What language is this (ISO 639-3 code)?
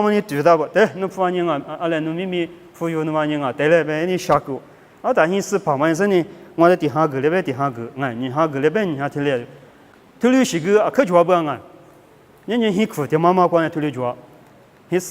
lis